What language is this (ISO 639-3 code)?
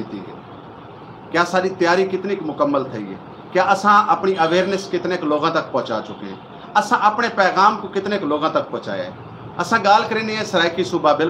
skr